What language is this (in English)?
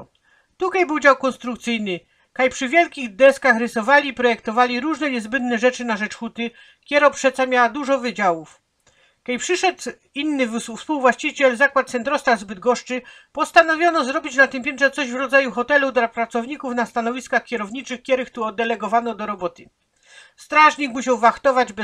Silesian